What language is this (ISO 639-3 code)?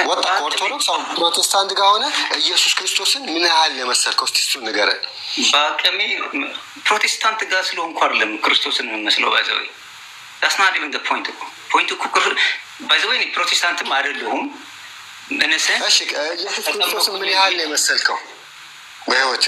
amh